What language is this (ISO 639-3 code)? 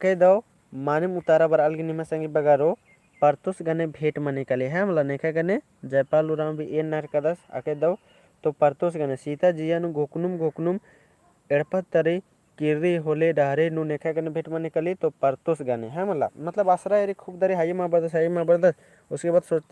kru